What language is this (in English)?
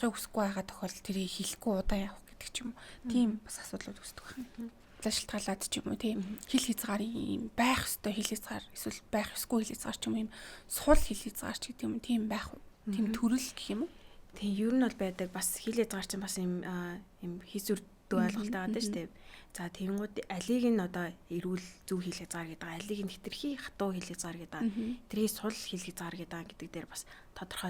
Mongolian